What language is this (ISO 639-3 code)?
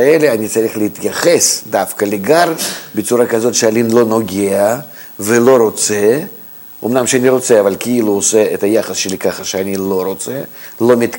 heb